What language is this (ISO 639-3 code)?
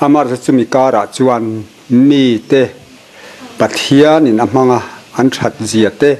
lus